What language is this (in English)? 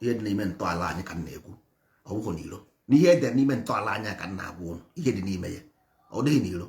Igbo